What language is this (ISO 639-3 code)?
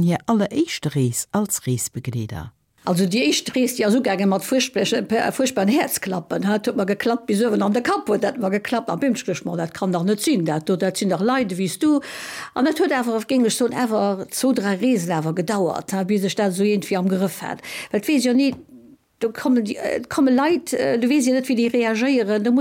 ltz